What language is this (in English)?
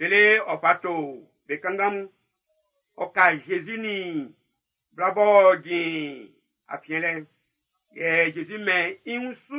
Baoulé